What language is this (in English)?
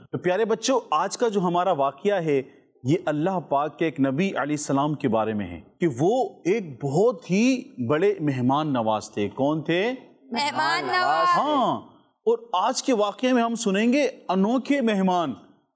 Urdu